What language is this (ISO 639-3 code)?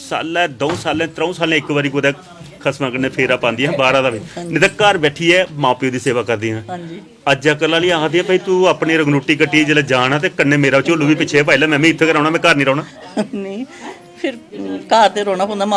doi